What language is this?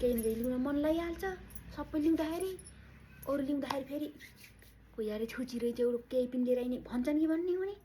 Nepali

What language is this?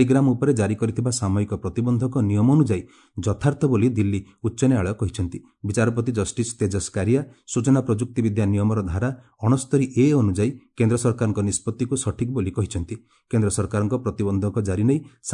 Odia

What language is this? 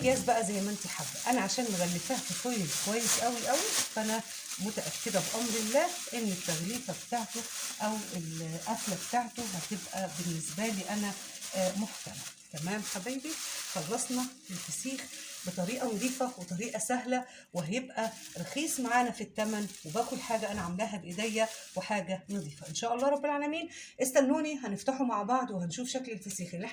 Egyptian Arabic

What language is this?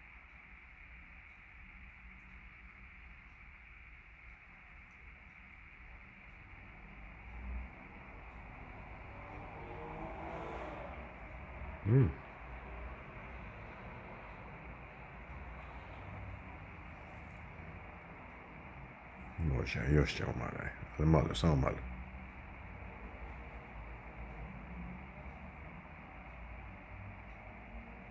Croatian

